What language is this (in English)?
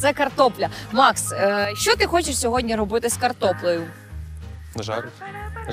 Ukrainian